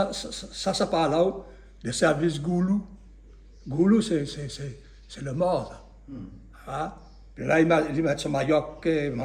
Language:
Réunion Creole French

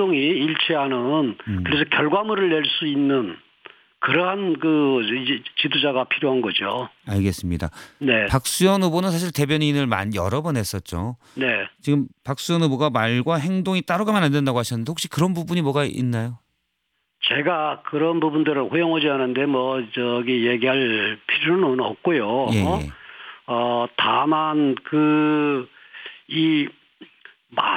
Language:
Korean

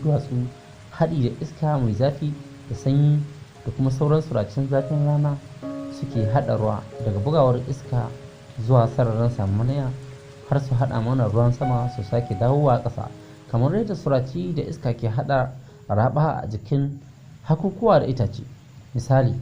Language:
Hausa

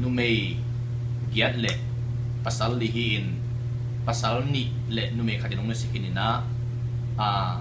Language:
Tedim Chin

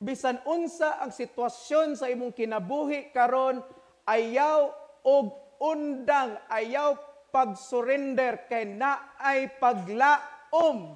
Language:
Cebuano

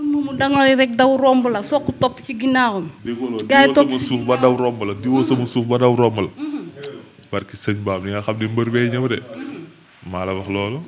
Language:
Wolof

